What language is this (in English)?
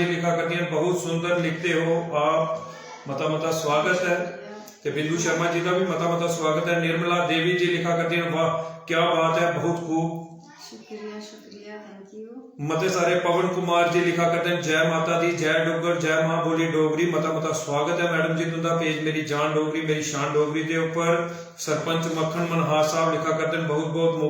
Dogri